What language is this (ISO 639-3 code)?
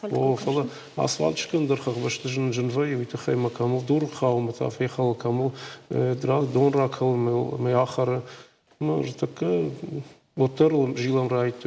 oss